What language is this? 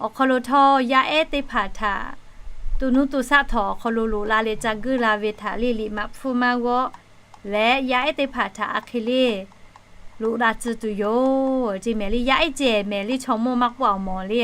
Lahu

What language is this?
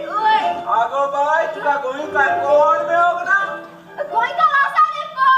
Konkani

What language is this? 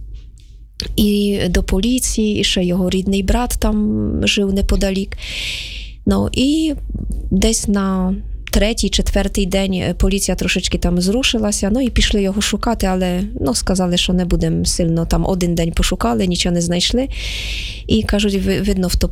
Ukrainian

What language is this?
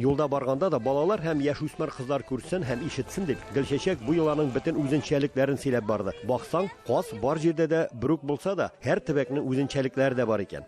Tatar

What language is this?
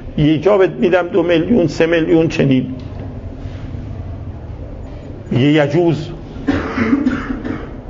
Persian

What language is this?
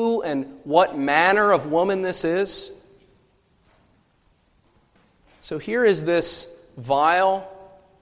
English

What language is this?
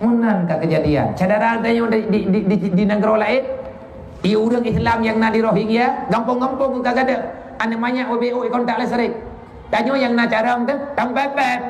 Achinese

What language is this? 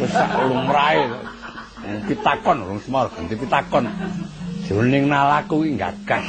Javanese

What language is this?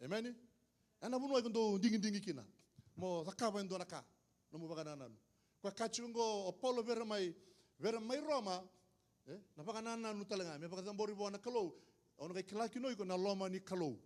Fijian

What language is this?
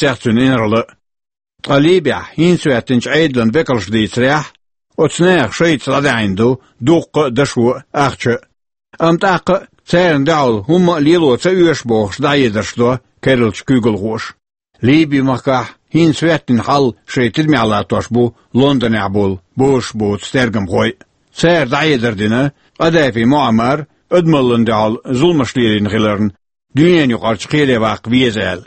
Chechen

